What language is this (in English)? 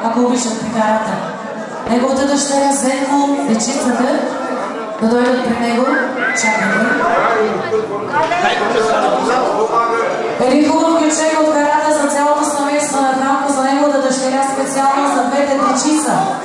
Bulgarian